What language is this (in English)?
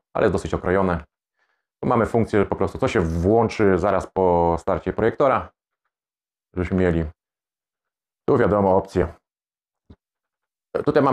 Polish